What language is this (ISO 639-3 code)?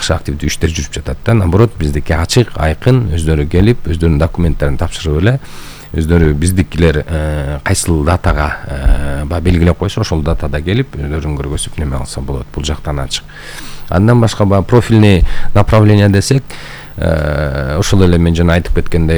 kir